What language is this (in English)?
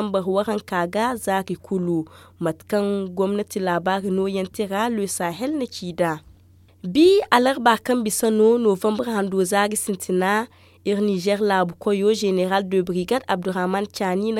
Zarma